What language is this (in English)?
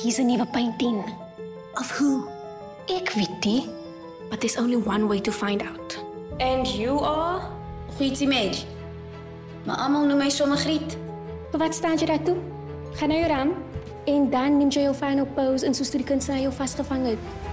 Afrikaans